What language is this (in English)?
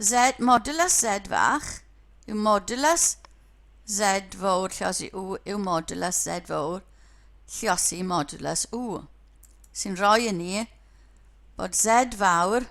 Welsh